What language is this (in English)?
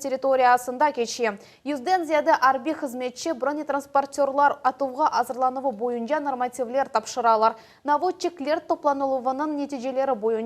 Crimean Tatar